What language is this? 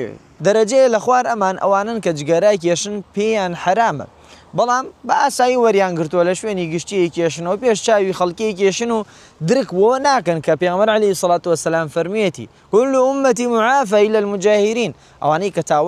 Central Kurdish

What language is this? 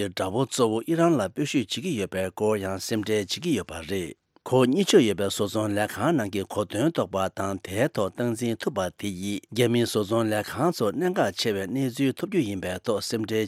Tibetan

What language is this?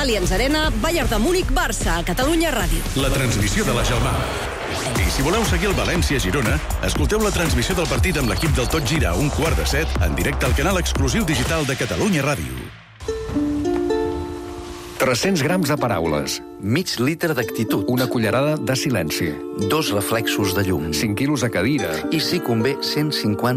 Catalan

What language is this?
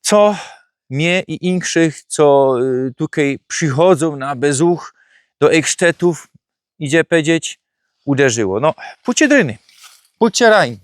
Silesian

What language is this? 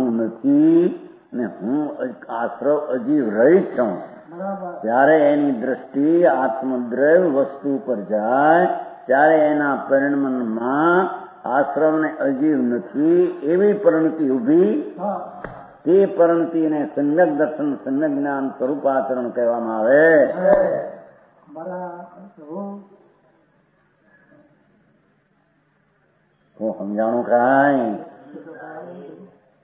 Gujarati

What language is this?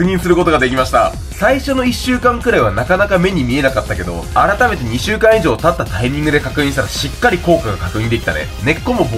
Japanese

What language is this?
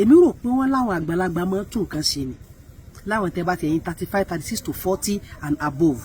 Yoruba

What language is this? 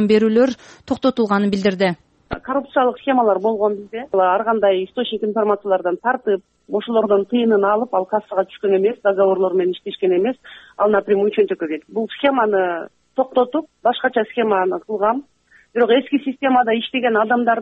Kyrgyz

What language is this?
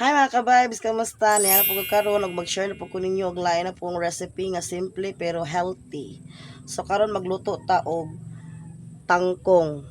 Cebuano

